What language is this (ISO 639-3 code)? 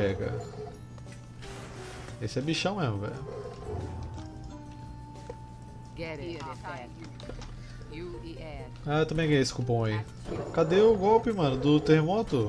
por